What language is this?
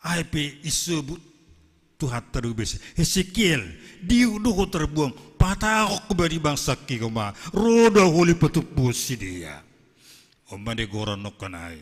Batak Simalungun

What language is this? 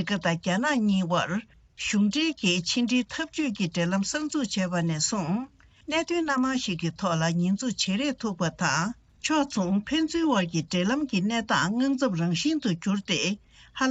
Tibetan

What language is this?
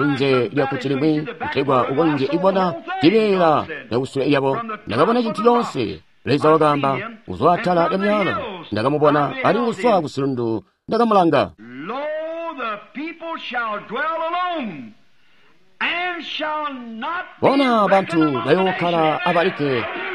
Tonga (Zambia)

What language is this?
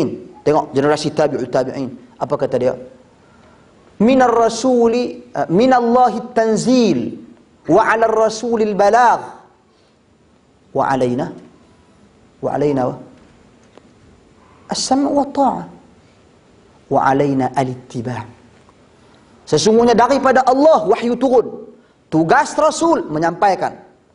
Malay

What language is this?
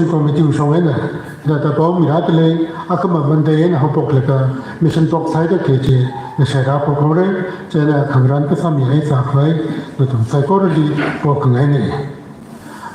Tangkhul Naga (India)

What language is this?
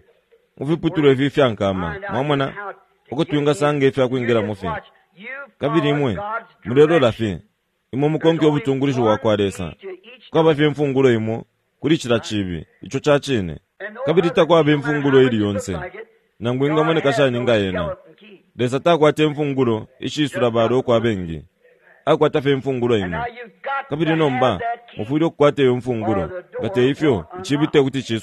Bemba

